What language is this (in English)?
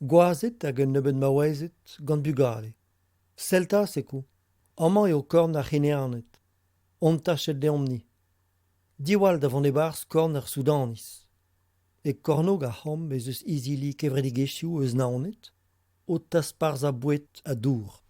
Breton